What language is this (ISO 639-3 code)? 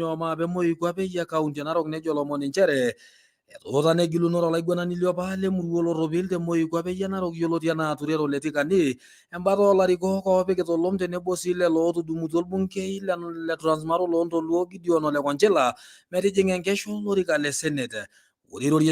mas